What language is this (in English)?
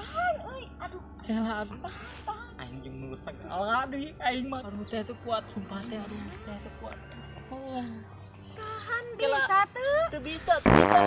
Sundanese